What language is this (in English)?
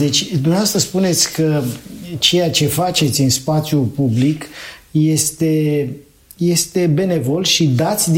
Romanian